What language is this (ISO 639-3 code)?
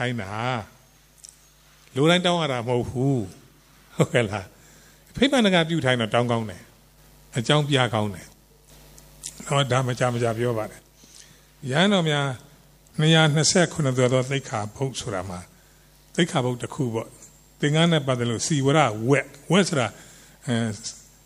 mya